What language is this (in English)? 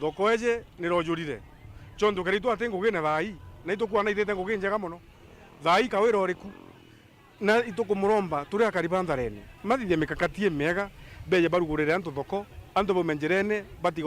Meru